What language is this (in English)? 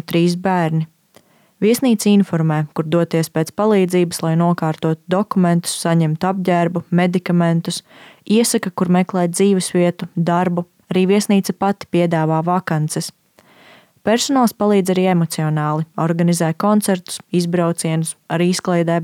Latvian